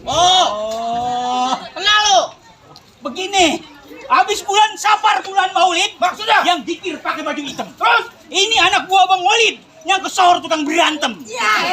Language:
Betawi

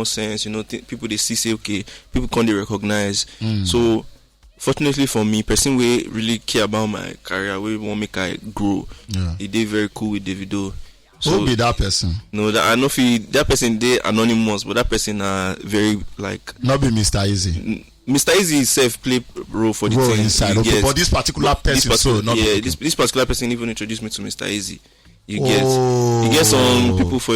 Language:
Nigerian Pidgin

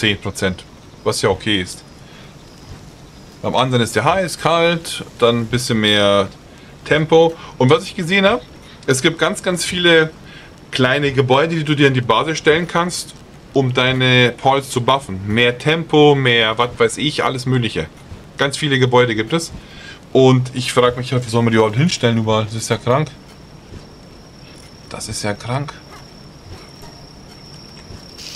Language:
German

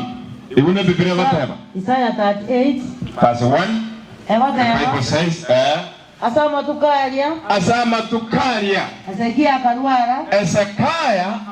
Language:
Gusii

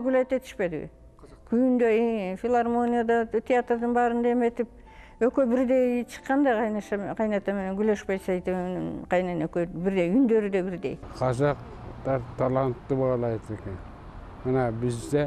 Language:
Kyrgyz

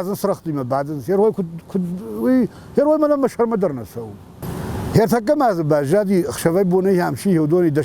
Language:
Ossetic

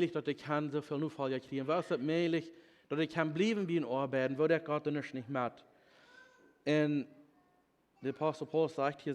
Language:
Plautdietsch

